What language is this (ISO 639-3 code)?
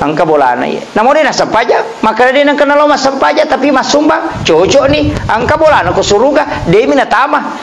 bug